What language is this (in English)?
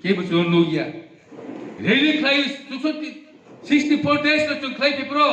Riang (India)